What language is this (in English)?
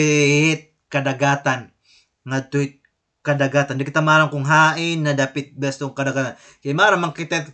Waray